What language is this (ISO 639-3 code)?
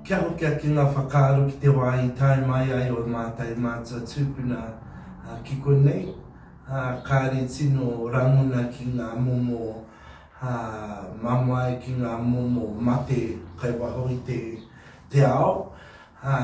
mri